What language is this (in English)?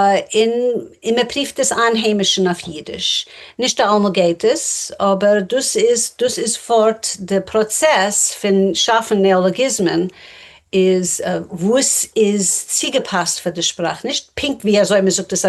Yiddish